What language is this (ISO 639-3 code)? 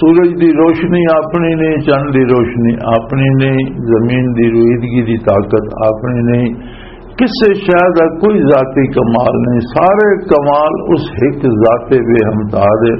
lah